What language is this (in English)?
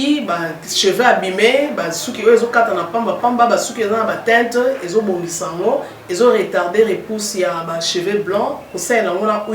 Lingala